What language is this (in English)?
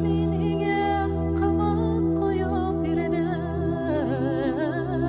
Bashkir